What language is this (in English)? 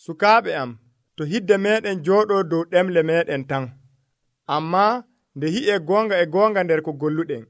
Nigerian Fulfulde